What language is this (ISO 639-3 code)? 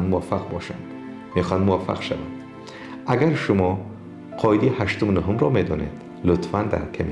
tgk